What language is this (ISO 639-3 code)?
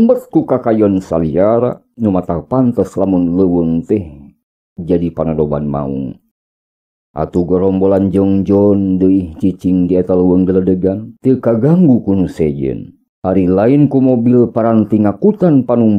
sun